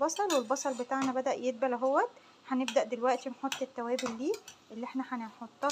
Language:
Egyptian Arabic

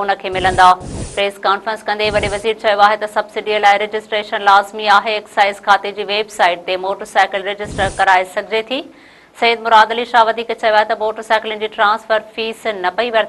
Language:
Sindhi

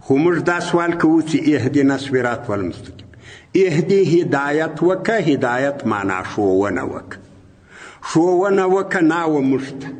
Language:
Pashto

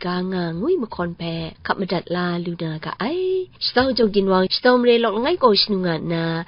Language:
Kachin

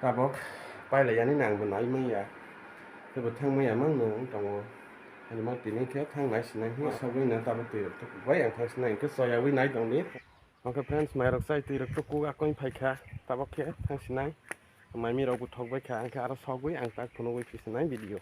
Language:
Kok Borok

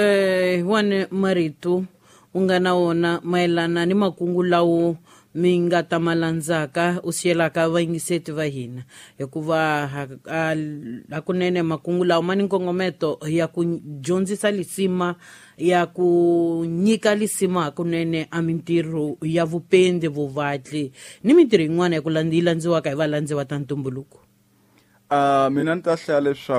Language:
Tsonga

